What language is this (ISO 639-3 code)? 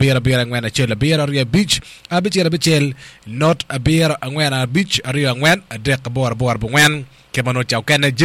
ach